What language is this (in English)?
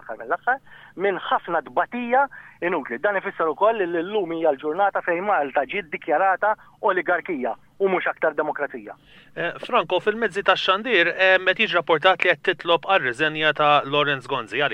Maltese